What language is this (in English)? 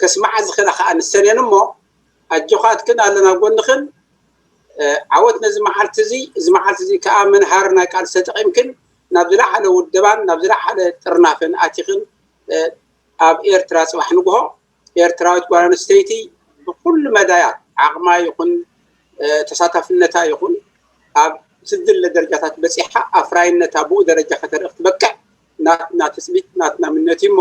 Tigrinya